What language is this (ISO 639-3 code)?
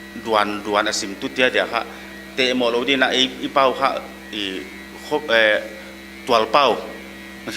pck